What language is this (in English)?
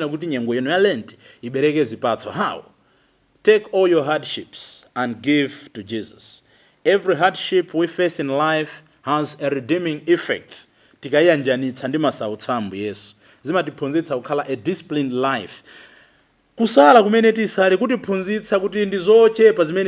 Nyanja